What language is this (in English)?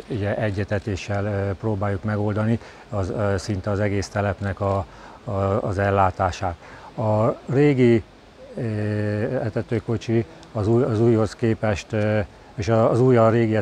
Hungarian